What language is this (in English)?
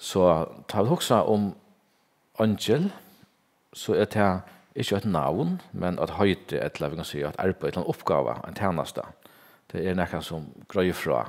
Faroese